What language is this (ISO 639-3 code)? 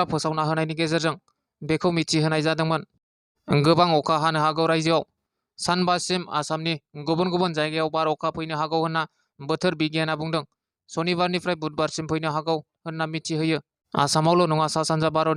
brx